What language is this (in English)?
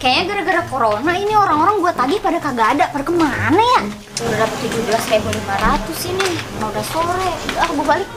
Betawi